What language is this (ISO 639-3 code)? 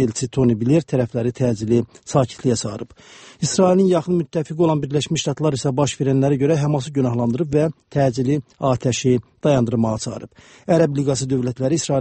aze